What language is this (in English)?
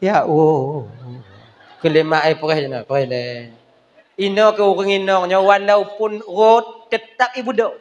Achinese